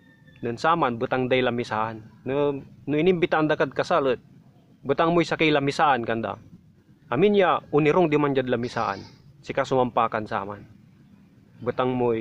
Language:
Pangasinan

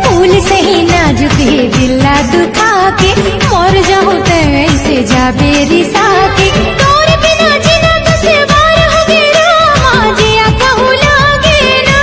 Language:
Chhattisgarhi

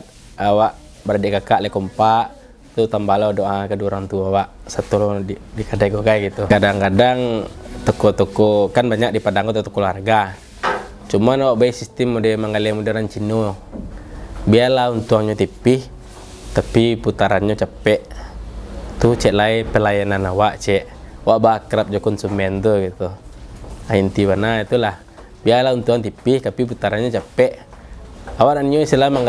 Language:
Minangkabau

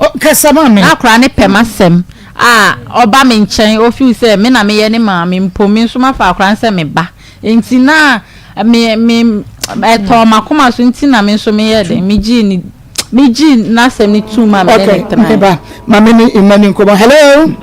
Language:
Akan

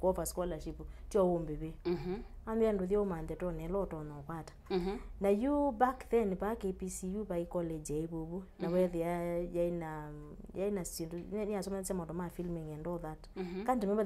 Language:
Kamba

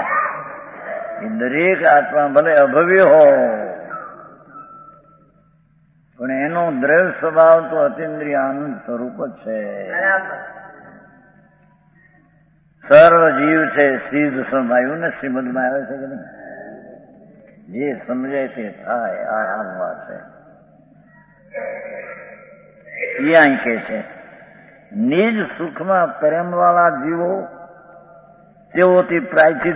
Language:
Gujarati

